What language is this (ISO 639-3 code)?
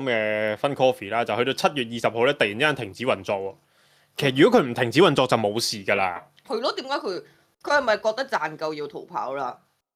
yue